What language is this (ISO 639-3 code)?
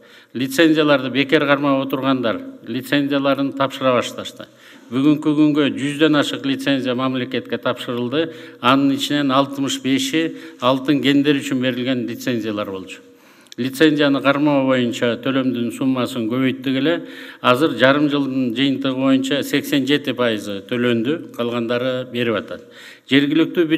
kir